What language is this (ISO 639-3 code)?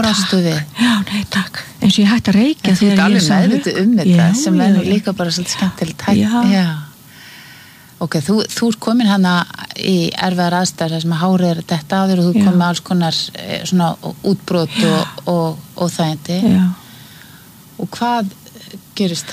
isl